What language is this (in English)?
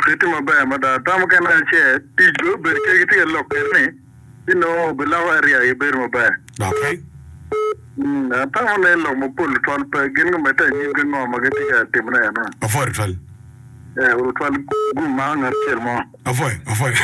Acoli